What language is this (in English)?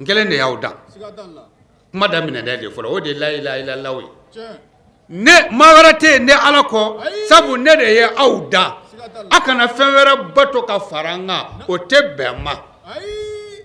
Bambara